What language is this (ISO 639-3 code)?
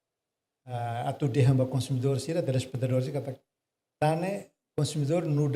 tet